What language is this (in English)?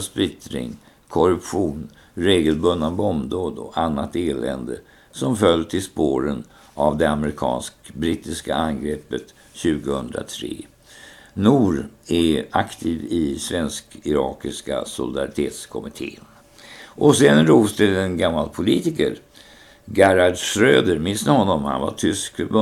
Swedish